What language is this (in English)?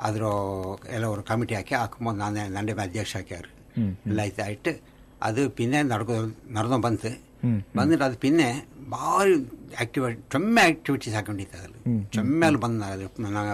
Kannada